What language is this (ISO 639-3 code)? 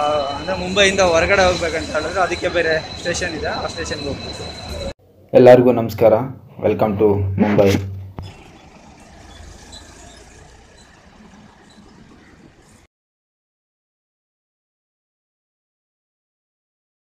kan